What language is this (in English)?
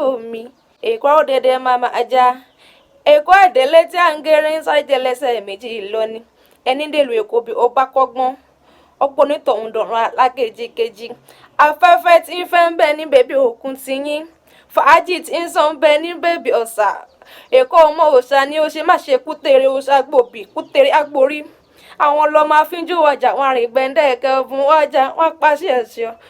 Yoruba